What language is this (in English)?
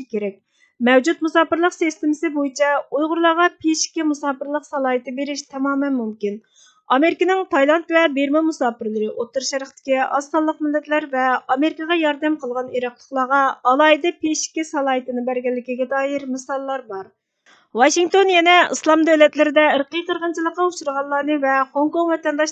Uyghur